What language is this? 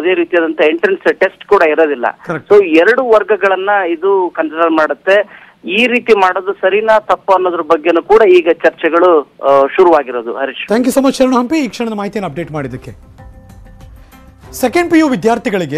Kannada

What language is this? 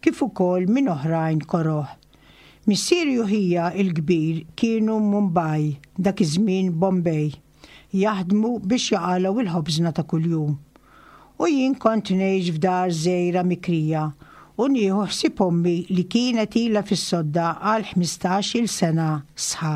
Maltese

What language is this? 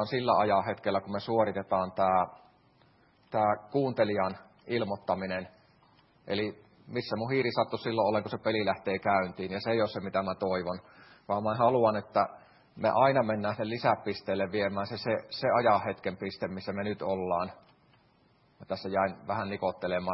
Finnish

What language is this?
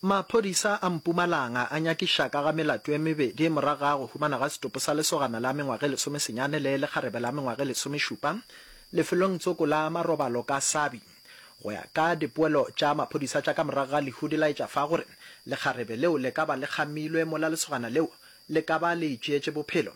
Northern Sotho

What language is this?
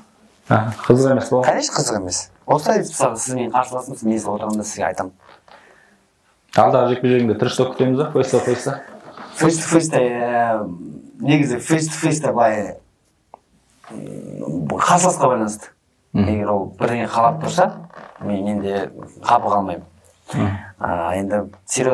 Kazakh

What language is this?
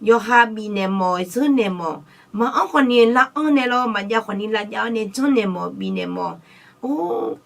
Akha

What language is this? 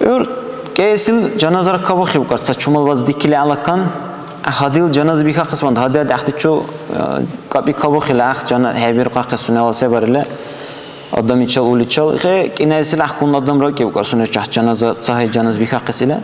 Dargwa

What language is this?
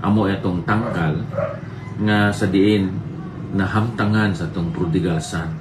Hiligaynon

